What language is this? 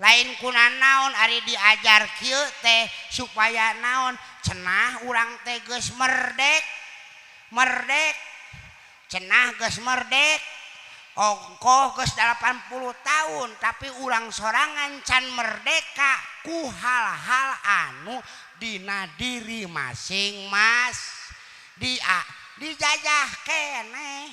Sundanese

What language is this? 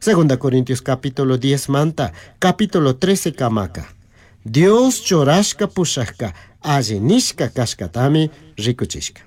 Chimborazo Highland Quichua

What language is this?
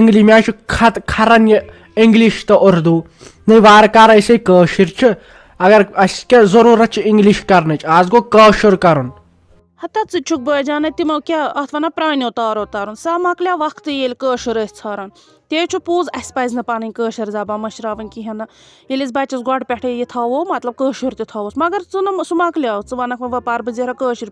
Kashmiri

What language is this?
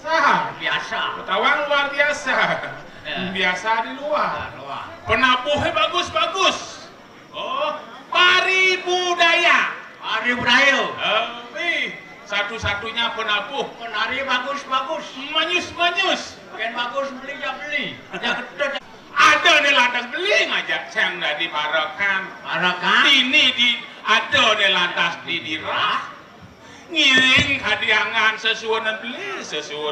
Balinese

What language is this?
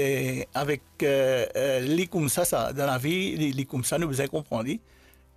Morisyen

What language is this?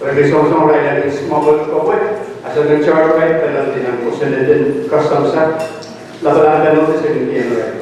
Pohnpeian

